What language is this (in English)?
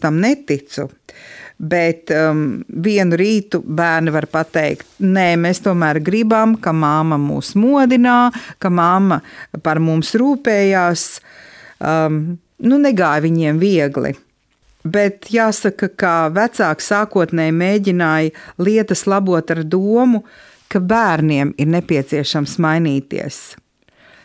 Latvian